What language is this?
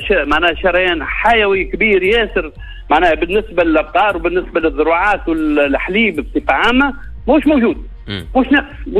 Tunisian Arabic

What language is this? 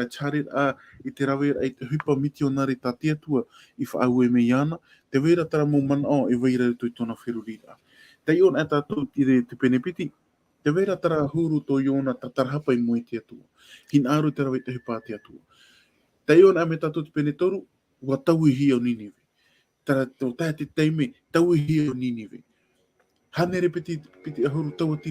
Tahitian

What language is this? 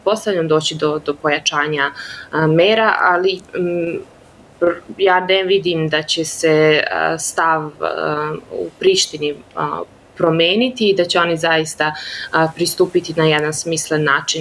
Serbian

